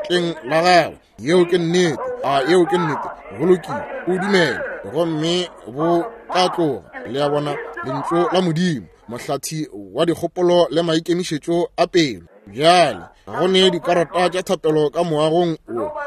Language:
Northern Sotho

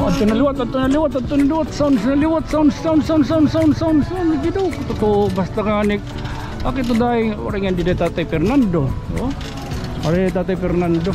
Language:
Waray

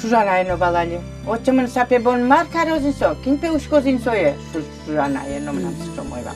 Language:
Udmurt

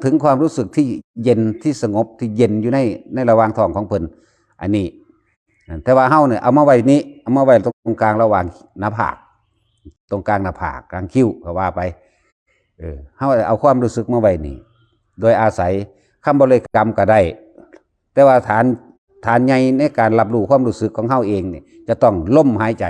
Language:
Lao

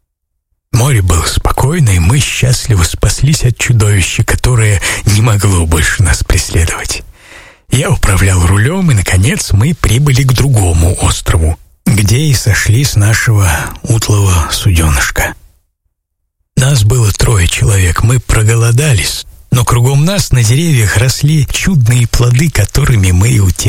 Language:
Russian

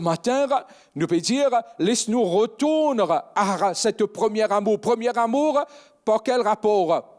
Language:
Morisyen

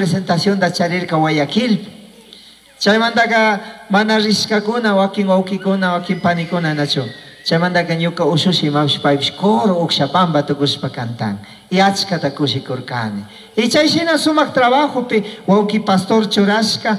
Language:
Chimborazo Highland Quichua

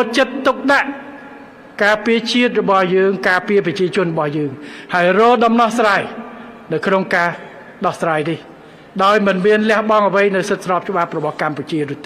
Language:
Khmer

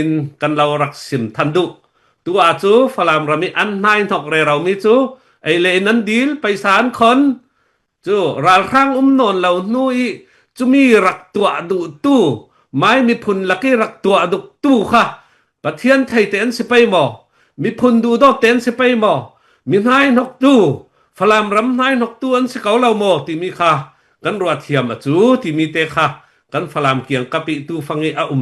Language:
Falam Chin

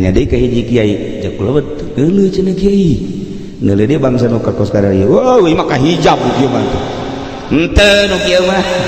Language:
Sundanese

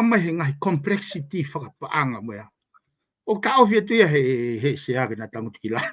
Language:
Tongan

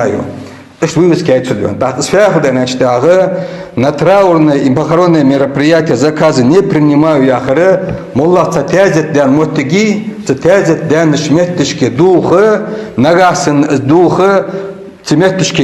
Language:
Ingush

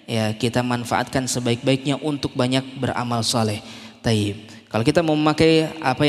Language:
Indonesian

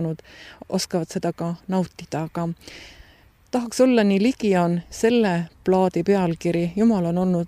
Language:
Estonian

